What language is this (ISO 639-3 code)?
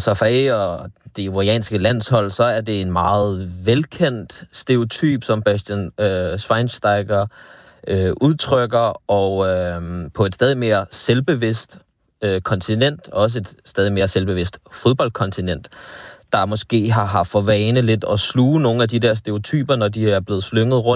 dan